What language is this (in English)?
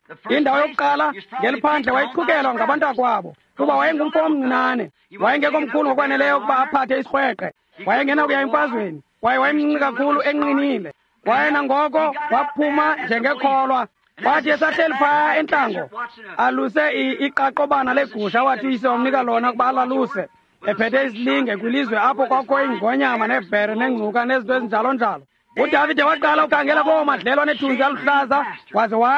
Xhosa